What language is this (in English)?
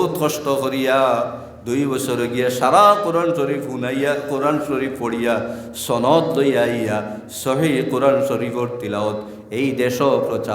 Sylheti